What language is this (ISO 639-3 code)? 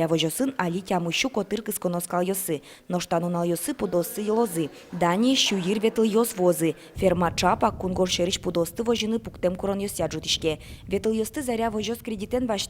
udm